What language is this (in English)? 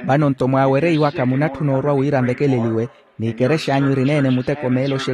Makhuwa